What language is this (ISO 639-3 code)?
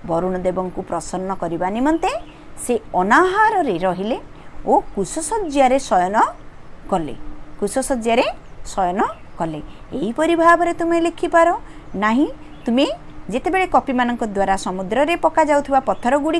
ori